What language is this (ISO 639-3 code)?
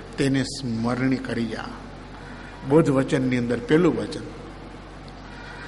guj